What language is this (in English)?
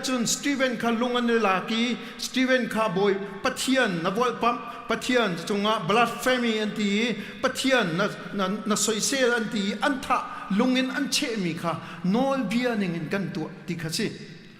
Hakha Chin